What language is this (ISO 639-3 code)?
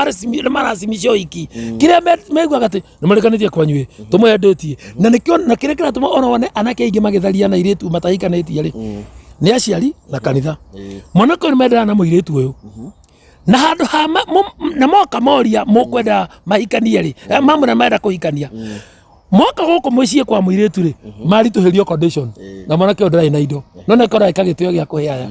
kik